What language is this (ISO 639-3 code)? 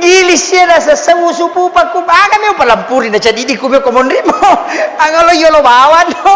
bug